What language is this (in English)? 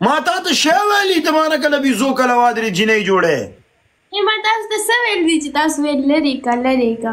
Pashto